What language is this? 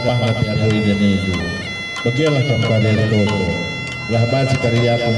Batak Karo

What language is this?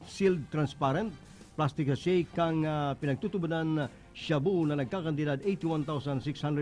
Bikol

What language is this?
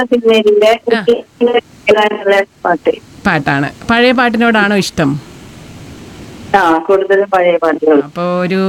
Malayalam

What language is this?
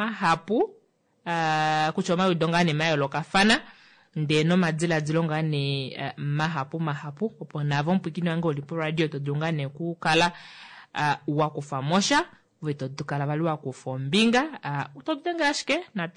Kuanyama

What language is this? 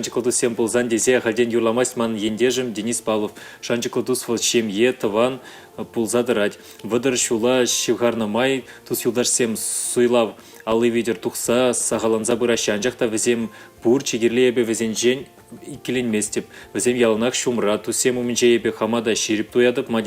Chuvash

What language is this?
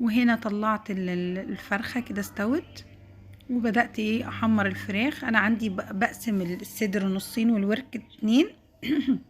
Egyptian Arabic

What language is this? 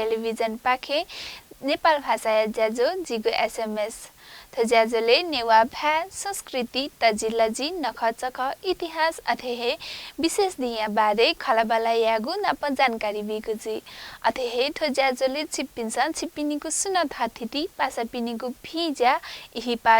Newari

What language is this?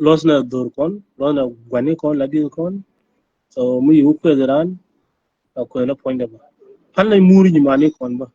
Nuer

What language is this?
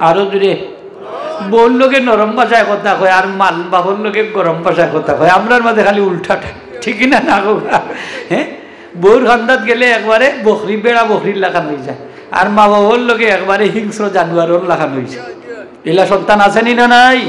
Sylheti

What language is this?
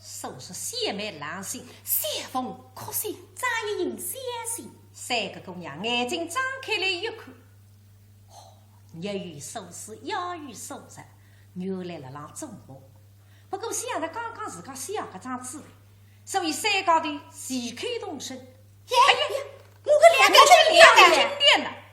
Wu Chinese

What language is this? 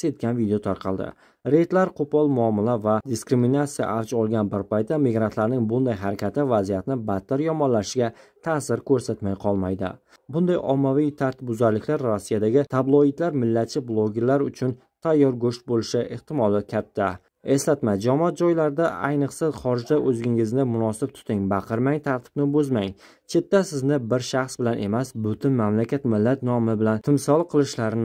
Uzbek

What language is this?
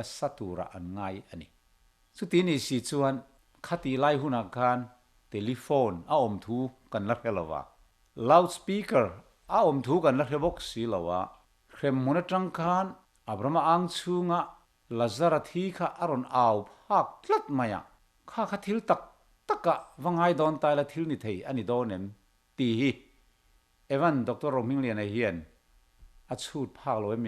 Mizo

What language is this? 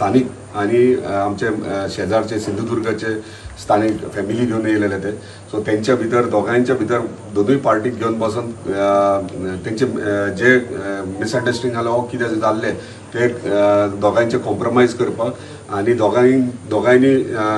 Konkani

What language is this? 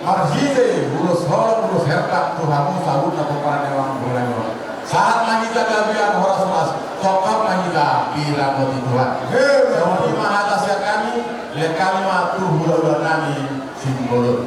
Batak Toba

